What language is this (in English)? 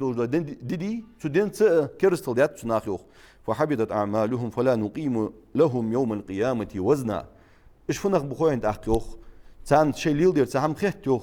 Ingush